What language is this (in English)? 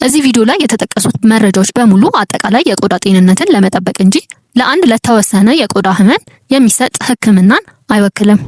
Amharic